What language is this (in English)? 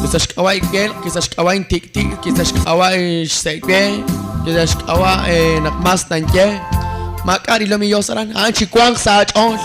Kekchí